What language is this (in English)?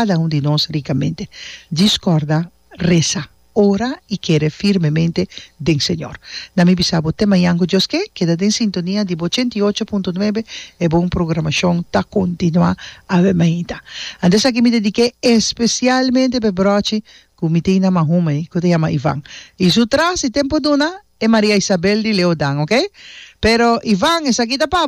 Papiamento